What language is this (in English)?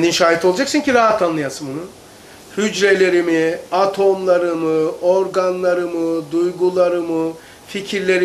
Turkish